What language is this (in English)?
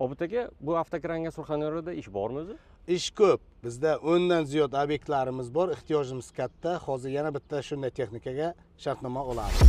Uzbek